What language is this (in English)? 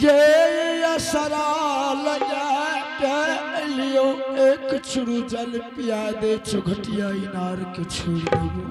Angika